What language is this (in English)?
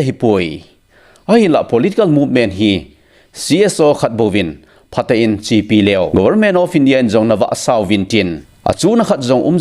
Thado Chin